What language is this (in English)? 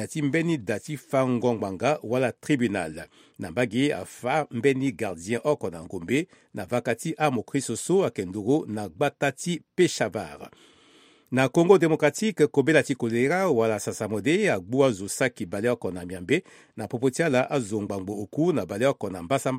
Sango